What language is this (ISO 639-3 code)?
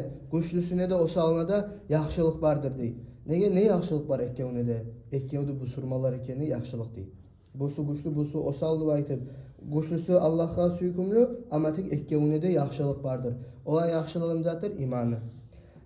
kum